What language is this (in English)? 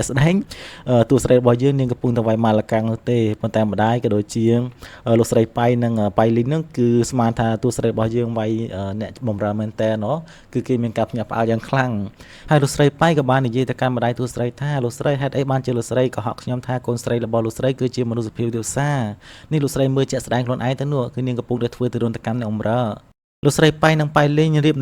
Khmer